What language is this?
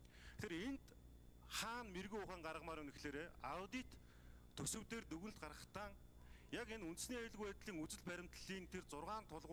Mongolian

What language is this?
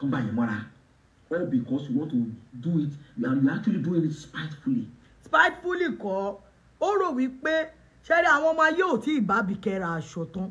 Yoruba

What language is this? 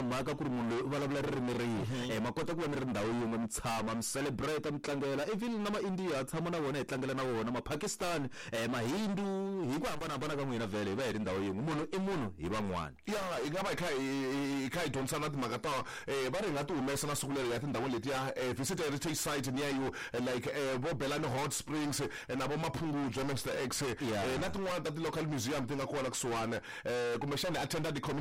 Tsonga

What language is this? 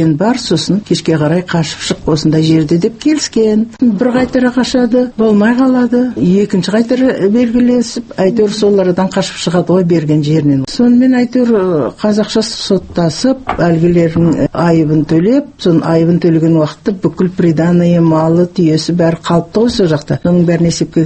Kazakh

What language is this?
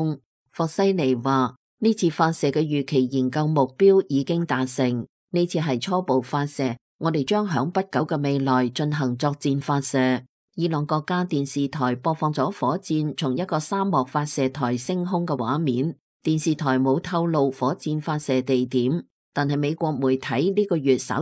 Cantonese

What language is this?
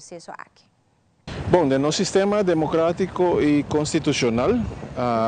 Papiamento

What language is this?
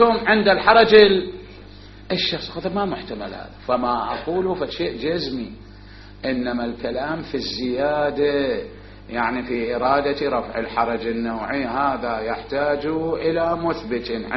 Mesopotamian Arabic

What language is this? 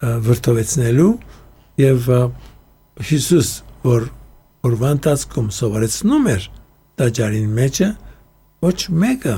Armenian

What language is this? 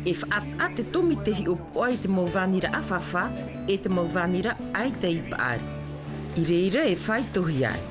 Tahitian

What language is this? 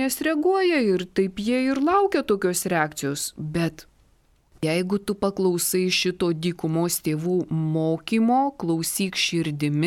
Lithuanian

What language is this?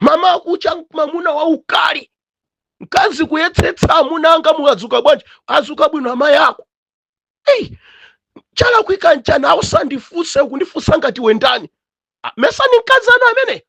Nyanja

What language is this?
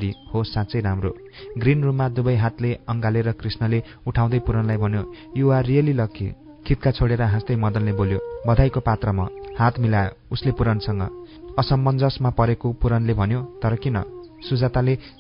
Nepali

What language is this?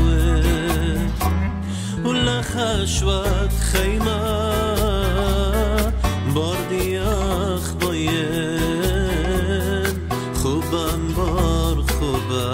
Assyrian Neo-Aramaic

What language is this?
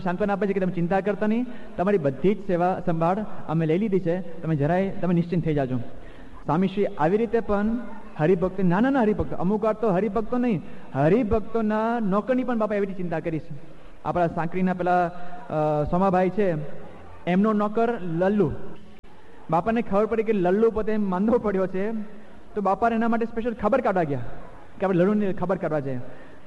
Gujarati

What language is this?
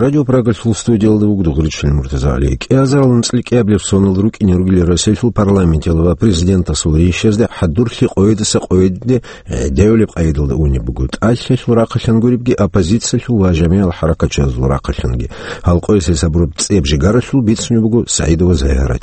Avaric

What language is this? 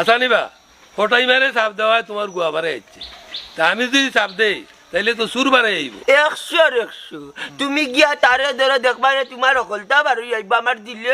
Sylheti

